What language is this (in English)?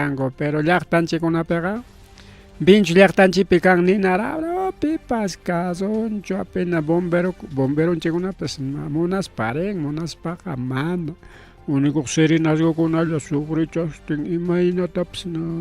Ayacucho Quechua